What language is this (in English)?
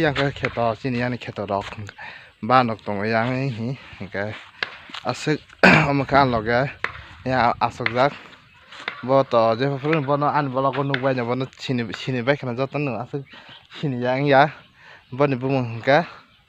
Kok Borok